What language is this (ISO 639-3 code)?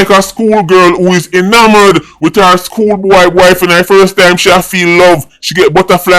jam